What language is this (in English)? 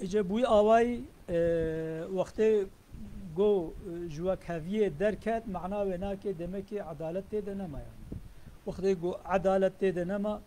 Kurdish